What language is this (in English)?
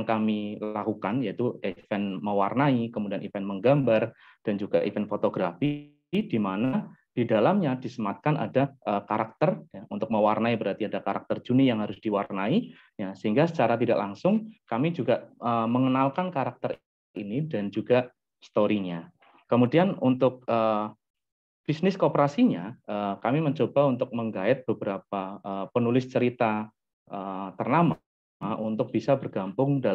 Indonesian